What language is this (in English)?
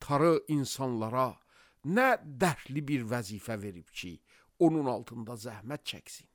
Azerbaijani